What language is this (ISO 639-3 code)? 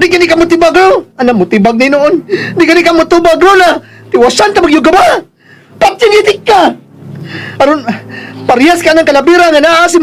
ceb